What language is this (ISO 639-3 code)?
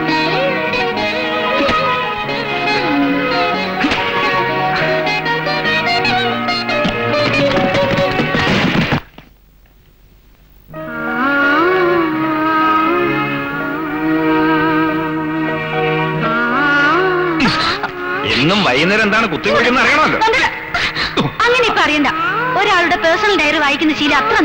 mal